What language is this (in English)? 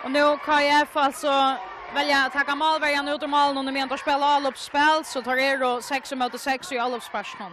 Faroese